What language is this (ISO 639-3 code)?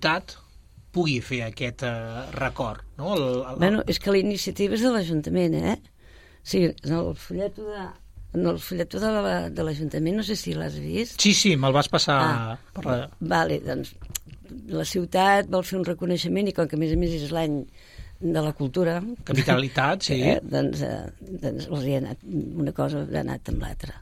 cat